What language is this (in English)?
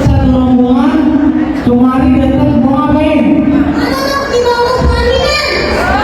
Betawi